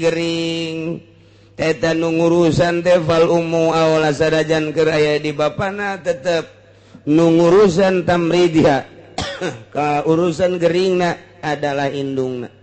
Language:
Sundanese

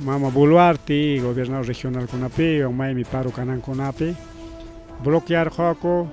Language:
Ayacucho Quechua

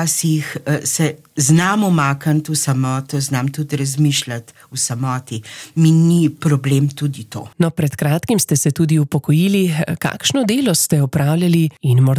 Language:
Slovenian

